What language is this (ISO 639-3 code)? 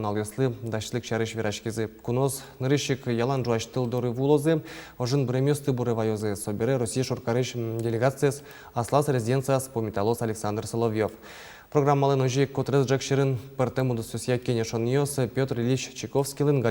udm